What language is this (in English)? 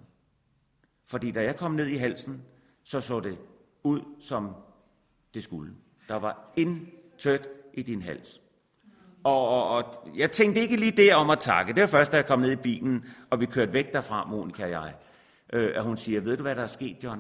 Danish